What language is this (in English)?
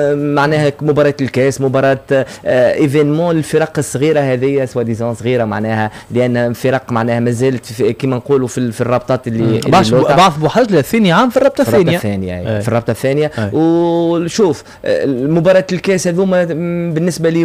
Tunisian Arabic